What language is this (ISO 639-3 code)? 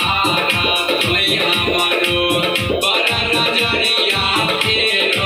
mai